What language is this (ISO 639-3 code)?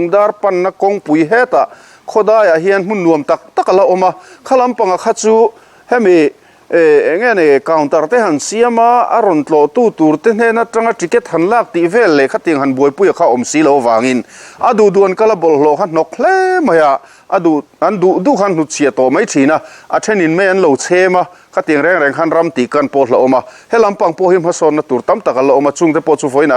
lus